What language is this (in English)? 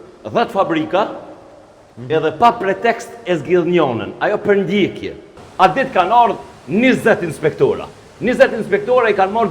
Albanian